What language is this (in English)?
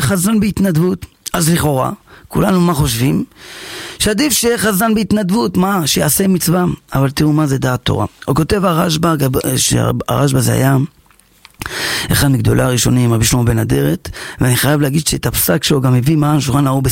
Hebrew